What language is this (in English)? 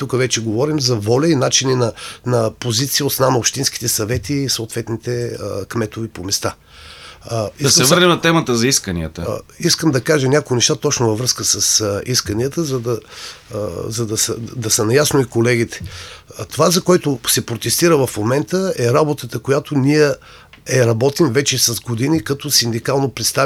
Bulgarian